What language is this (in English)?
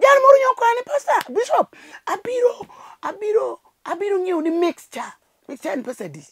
Luo (Kenya and Tanzania)